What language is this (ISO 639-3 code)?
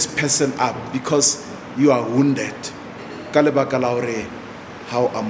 sot